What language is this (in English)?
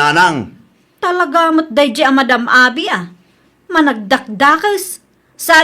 Iloko